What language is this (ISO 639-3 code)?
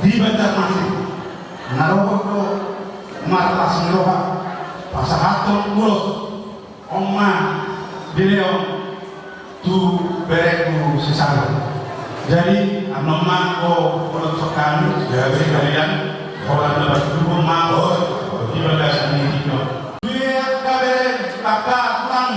bbc